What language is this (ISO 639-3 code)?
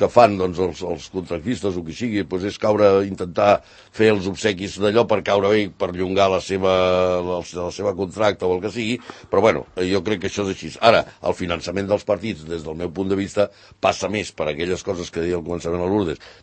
cat